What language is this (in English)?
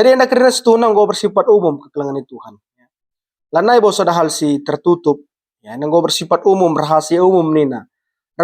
Batak Karo